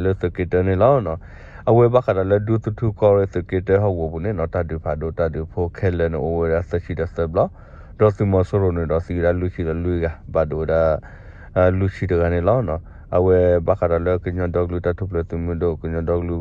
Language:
S'gaw Karen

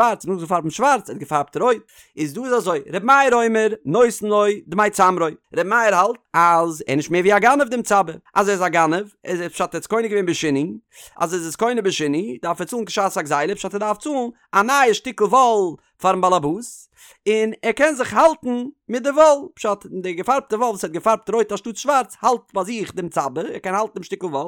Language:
Yiddish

